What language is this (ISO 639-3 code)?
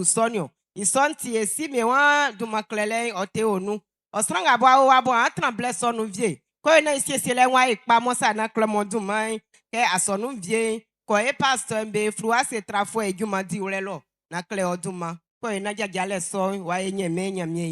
bci